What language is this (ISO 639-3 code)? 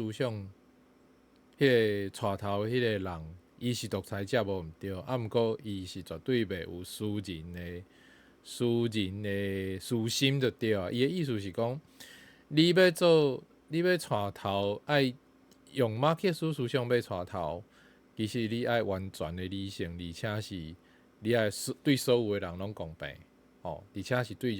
nan